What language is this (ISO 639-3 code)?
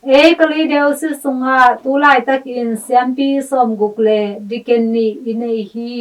ctd